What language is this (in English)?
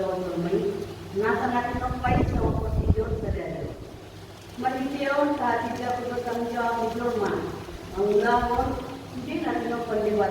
Batak Toba